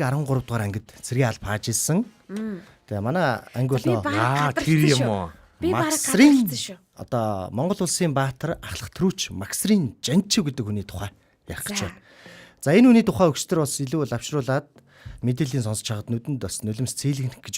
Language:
Mongolian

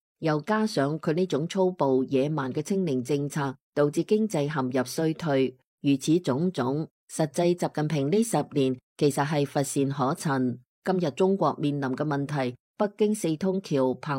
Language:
Cantonese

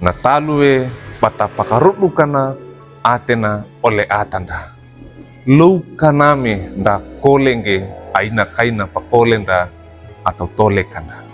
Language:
Wejewa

